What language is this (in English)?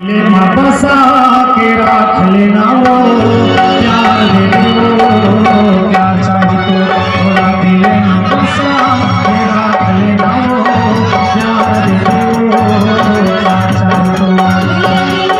Chhattisgarhi